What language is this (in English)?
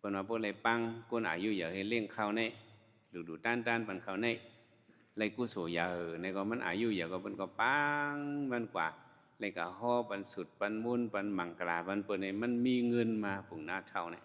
Shan